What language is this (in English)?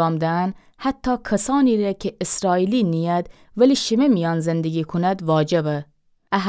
Gilaki